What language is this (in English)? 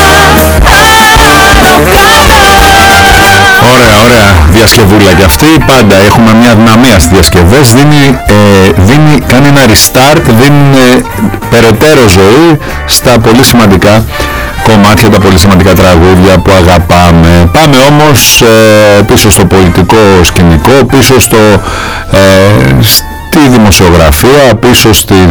Greek